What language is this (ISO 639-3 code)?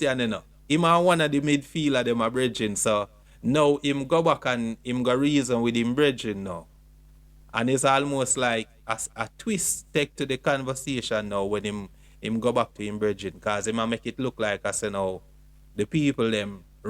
jam